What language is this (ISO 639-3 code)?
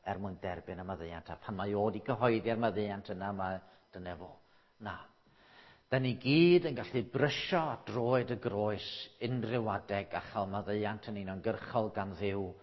cym